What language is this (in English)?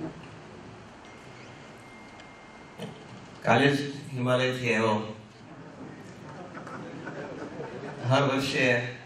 Gujarati